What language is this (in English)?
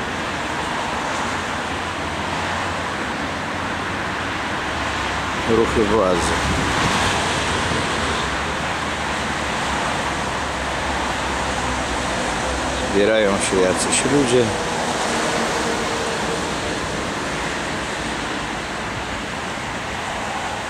Polish